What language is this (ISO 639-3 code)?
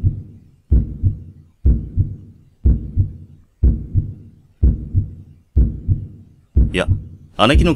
jpn